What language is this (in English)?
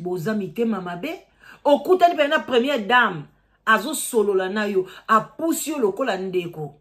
Lingala